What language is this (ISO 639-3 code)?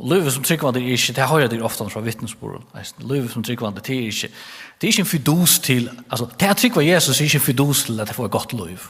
fao